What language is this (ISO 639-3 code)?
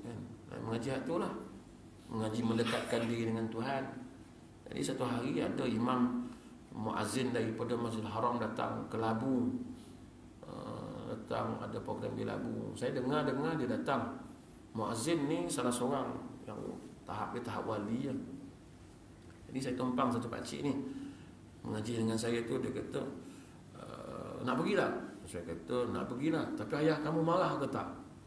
msa